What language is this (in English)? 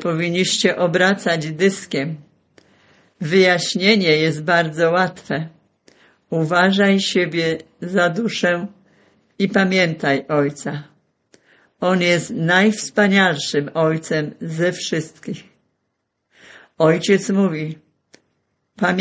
Polish